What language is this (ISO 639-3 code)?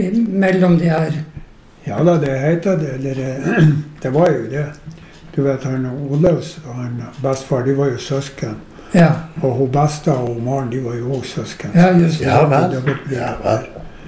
nor